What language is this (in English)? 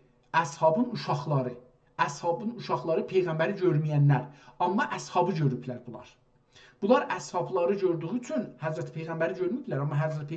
South Azerbaijani